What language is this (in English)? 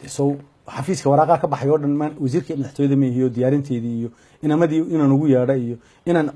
Somali